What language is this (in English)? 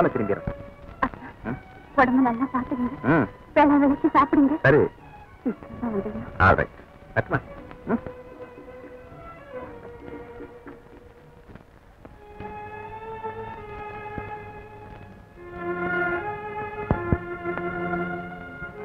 Tamil